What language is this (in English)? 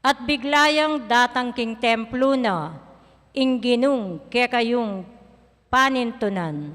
Pampanga